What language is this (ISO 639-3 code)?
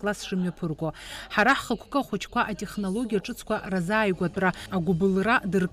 abk